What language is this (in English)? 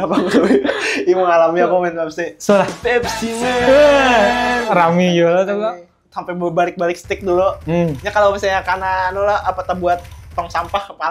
Banjar